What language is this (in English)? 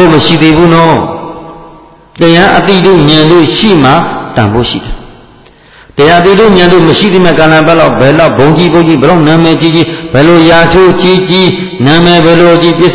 Burmese